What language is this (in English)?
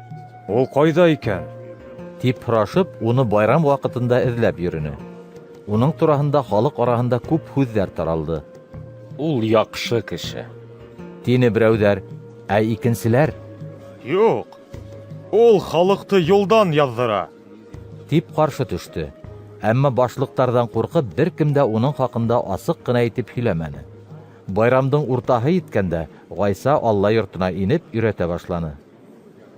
Bashkir